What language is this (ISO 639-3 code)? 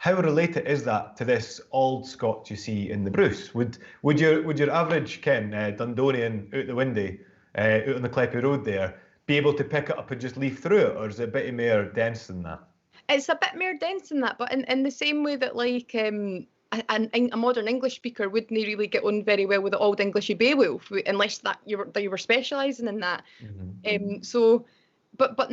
sco